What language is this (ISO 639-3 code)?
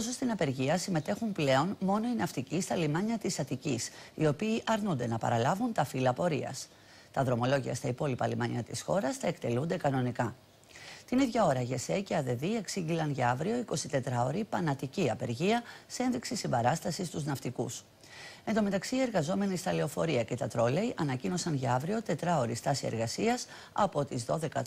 ell